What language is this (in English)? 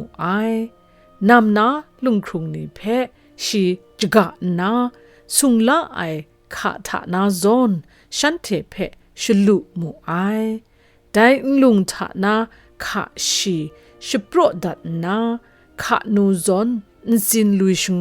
Kachin